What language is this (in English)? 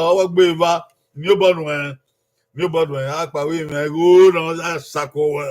Bini